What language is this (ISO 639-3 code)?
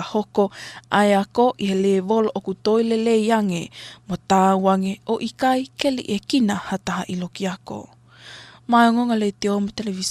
ton